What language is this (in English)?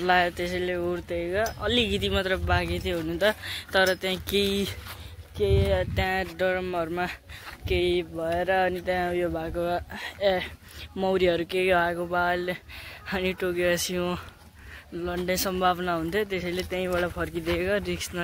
Nepali